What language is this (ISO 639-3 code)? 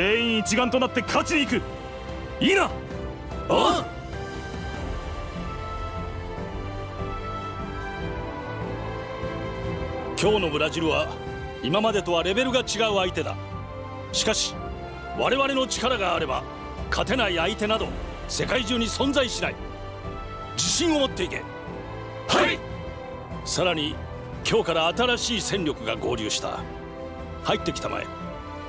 jpn